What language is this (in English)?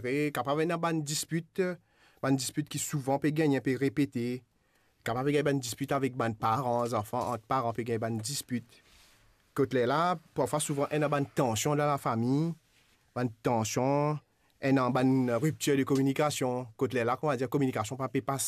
Morisyen